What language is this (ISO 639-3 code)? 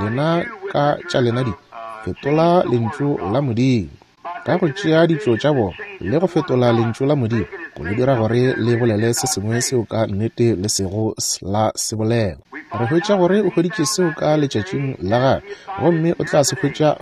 nso